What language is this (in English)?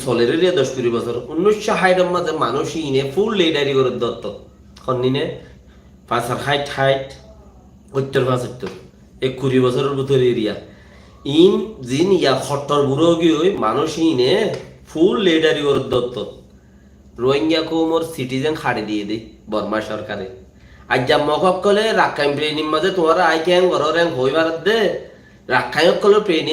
Rohingya